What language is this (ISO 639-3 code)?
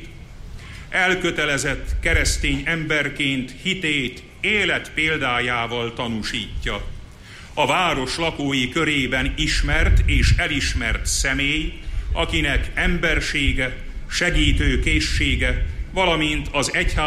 hun